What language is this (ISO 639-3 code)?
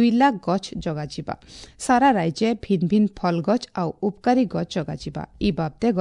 ori